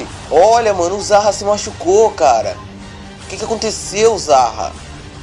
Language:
Portuguese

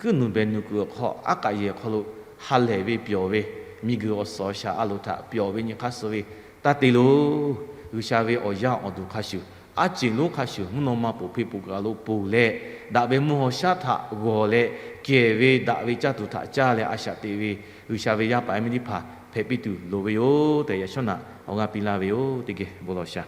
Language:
Lahu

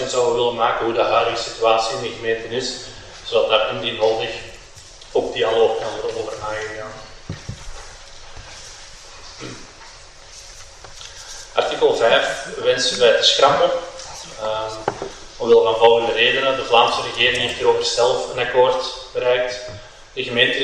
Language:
Dutch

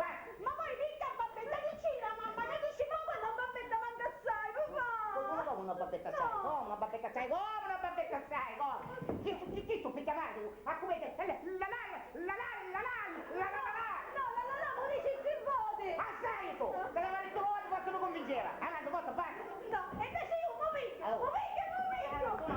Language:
Sicilian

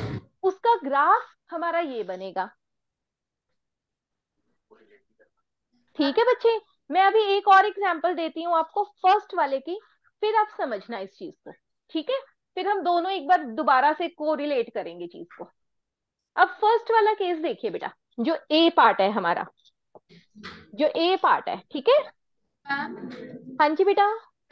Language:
Hindi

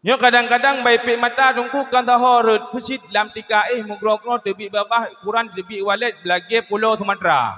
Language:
Achinese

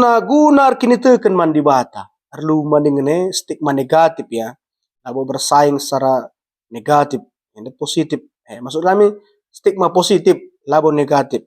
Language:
Batak Karo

